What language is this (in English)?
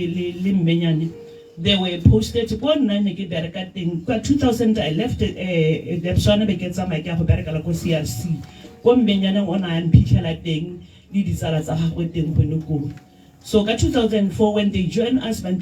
Tswana